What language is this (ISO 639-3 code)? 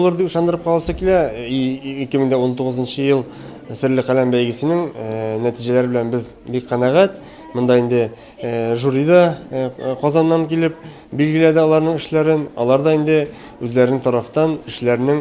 tat